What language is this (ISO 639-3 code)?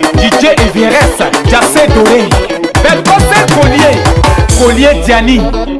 fra